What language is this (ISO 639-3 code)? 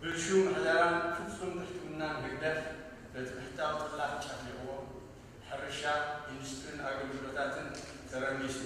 tir